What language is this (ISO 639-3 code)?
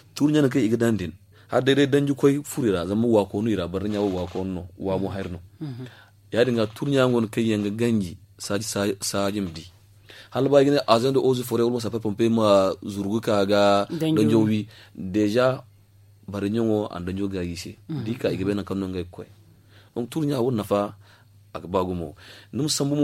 dje